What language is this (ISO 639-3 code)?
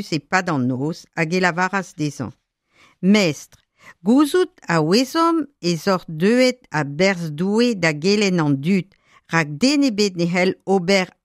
bre